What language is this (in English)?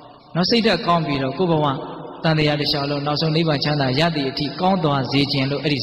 Burmese